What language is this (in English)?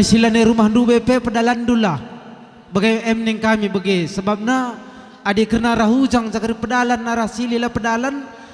Batak Karo